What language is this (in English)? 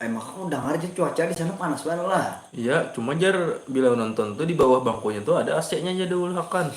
Banjar